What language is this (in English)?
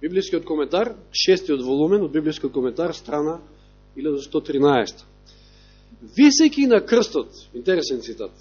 Macedonian